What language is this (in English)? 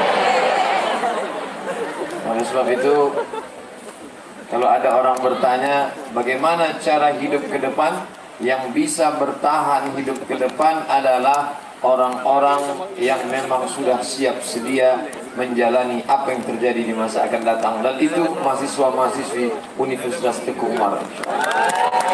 Indonesian